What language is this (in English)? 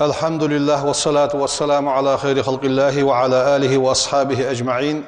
Ingush